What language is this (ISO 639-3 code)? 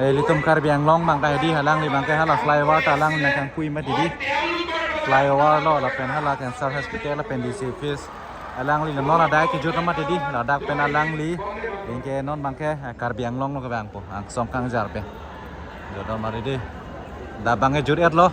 mjw